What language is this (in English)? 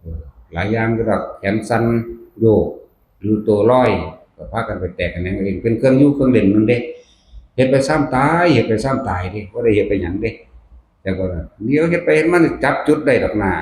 Northeastern Thai